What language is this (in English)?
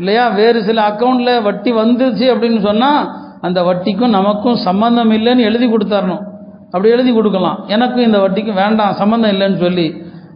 Tamil